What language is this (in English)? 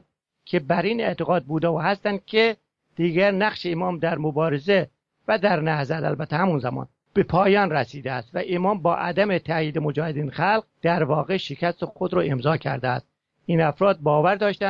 Persian